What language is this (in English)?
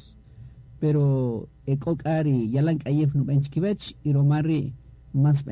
Kaqchikel